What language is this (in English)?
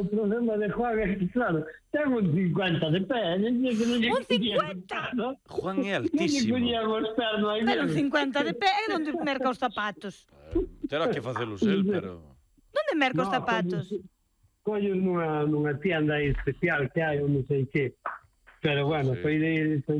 Galician